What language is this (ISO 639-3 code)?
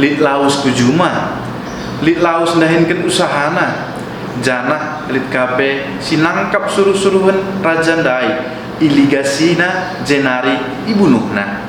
btx